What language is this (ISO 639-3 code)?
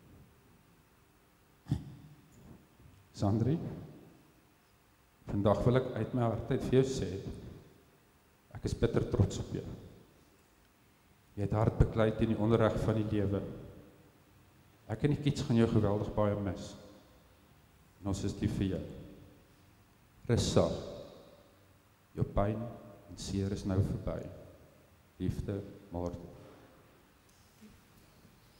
afr